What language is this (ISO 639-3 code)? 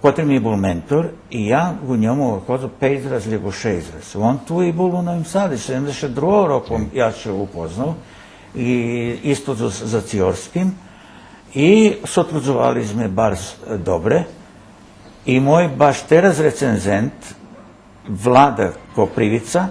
rue